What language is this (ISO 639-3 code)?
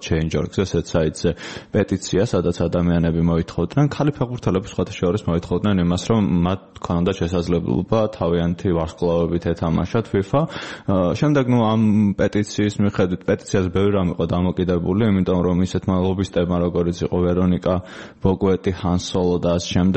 kat